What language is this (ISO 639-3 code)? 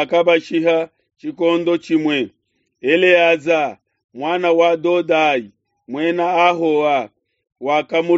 lua